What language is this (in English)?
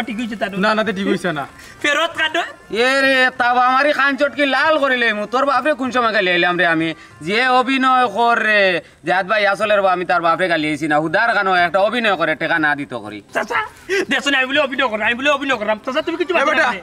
Sylheti